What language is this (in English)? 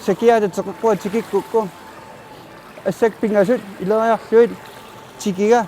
Kalaallisut